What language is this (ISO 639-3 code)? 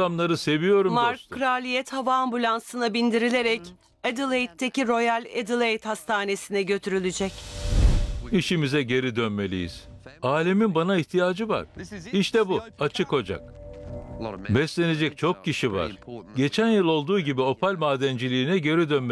tur